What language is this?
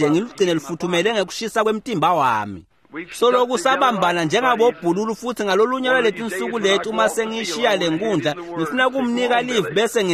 Swati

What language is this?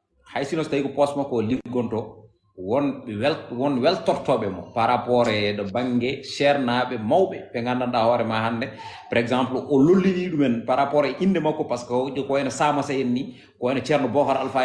Fula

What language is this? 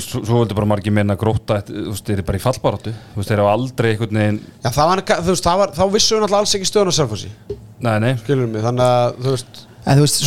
Icelandic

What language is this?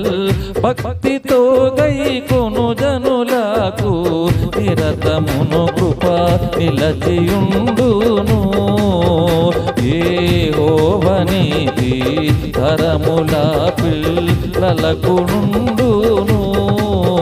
Telugu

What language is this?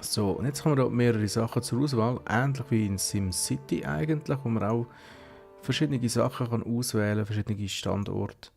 Swiss German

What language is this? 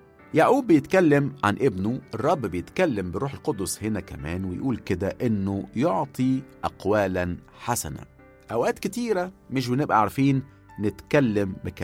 Egyptian Arabic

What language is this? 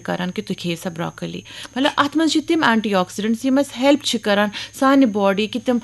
Kashmiri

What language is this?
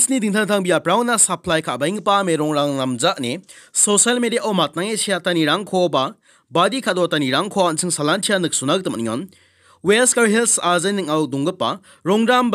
Garo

